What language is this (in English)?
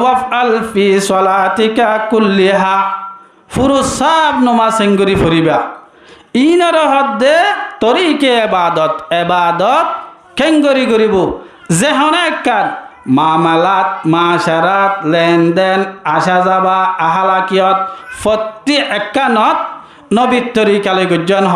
Rohingya